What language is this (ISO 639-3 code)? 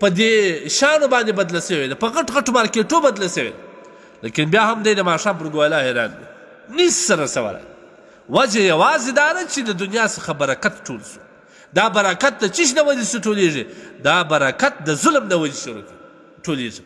pus